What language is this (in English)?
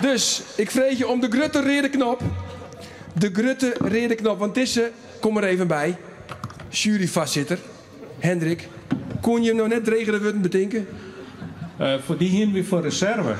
Western Frisian